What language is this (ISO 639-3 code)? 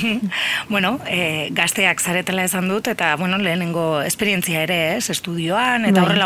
eus